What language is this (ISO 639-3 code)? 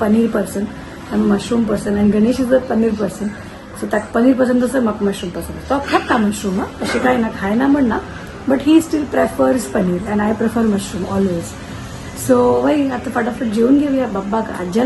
kok